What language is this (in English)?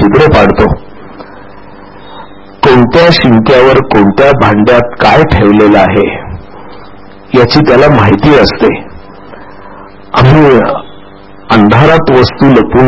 Marathi